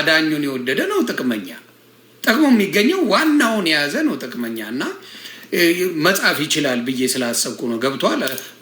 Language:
Amharic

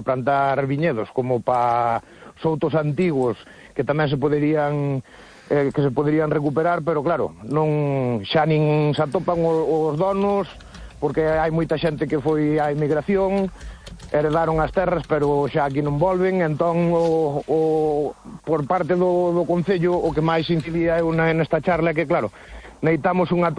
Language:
Galician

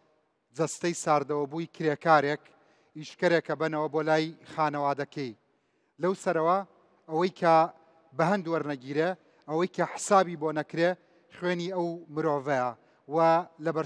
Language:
Central Kurdish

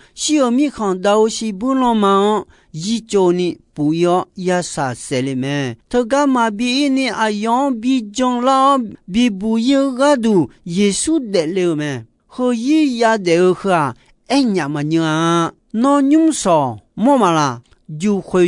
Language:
Akha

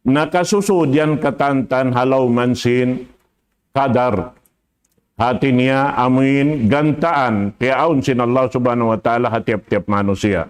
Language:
Tausug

